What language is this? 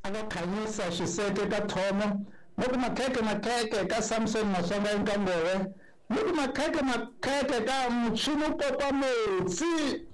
Tsonga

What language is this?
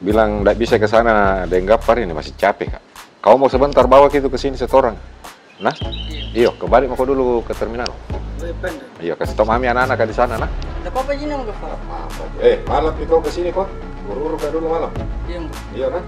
Makassar Malay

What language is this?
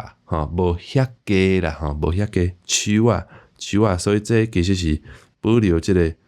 Min Nan Chinese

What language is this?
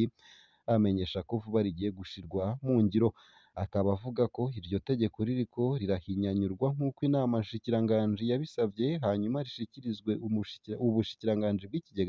Rundi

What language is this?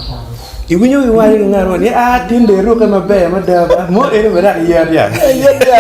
Acoli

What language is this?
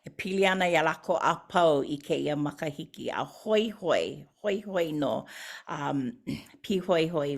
Hawaiian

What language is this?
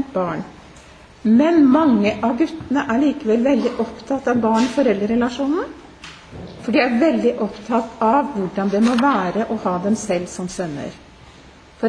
Norwegian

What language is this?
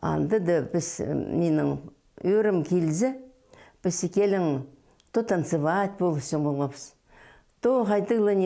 Khakas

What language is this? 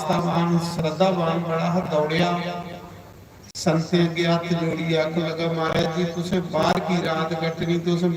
Dogri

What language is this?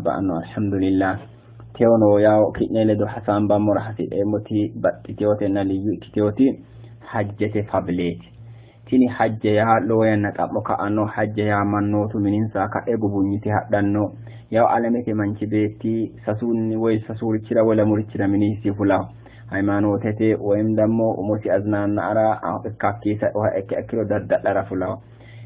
Sidamo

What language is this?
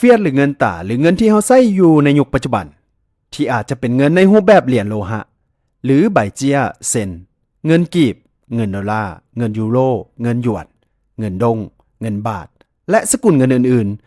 Lao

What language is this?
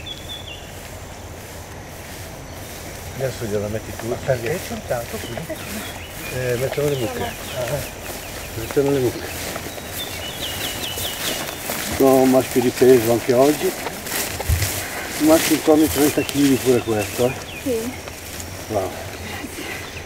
Italian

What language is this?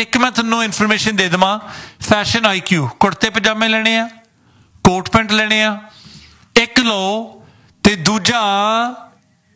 Punjabi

